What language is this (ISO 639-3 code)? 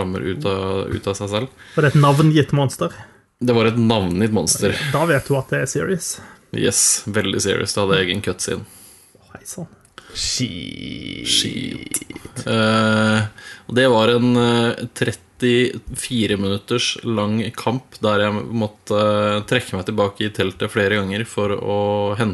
nor